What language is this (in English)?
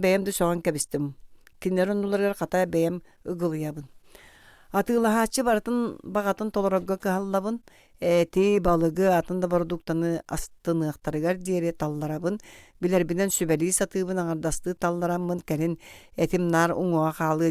Yakut